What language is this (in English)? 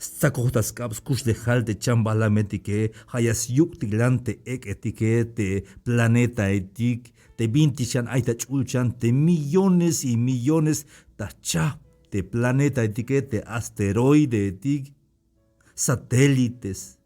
Tzeltal